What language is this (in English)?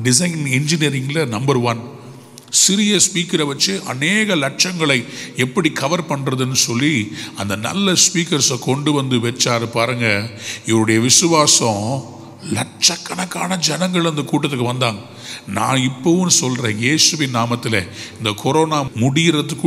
Tamil